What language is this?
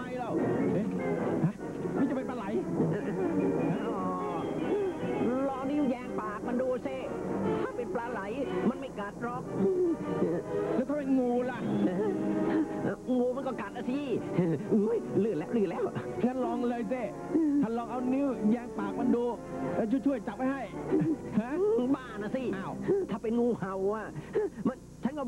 Thai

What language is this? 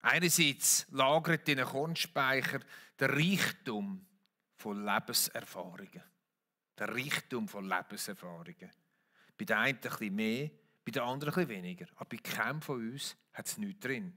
Swiss German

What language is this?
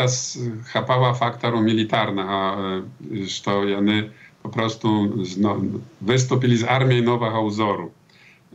Belarusian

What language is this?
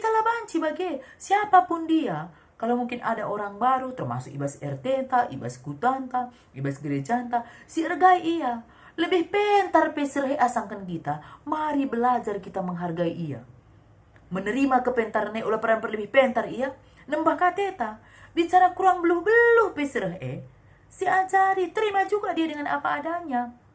Batak Karo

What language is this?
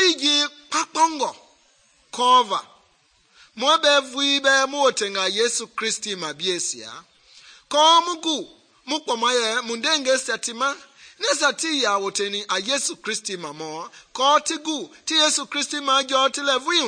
Mende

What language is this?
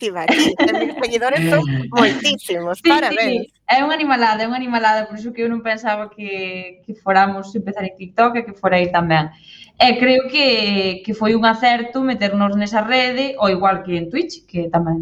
Galician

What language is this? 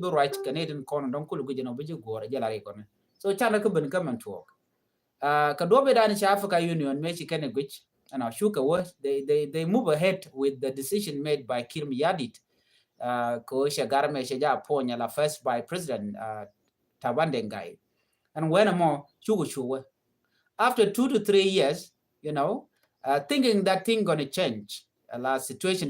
Nuer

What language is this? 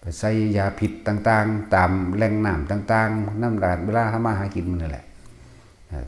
Northeastern Thai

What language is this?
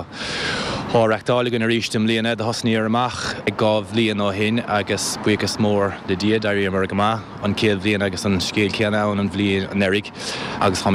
Irish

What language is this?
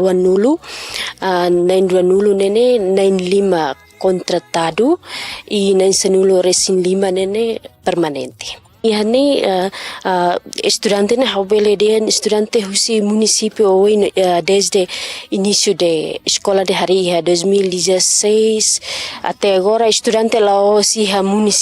Tetum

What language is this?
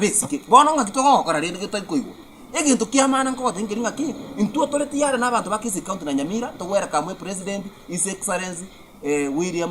Gusii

